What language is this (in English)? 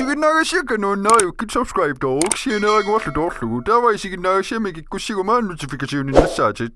Kalaallisut